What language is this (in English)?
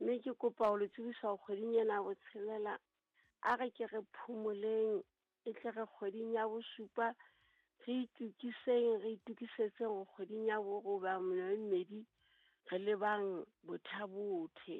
Southern Sotho